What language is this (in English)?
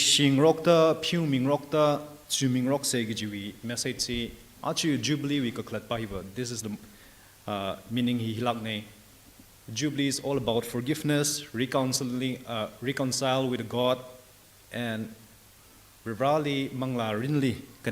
Tangkhul Naga (India)